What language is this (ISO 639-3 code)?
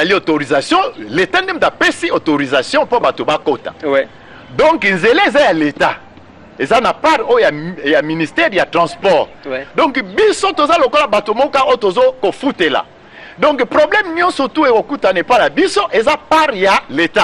lin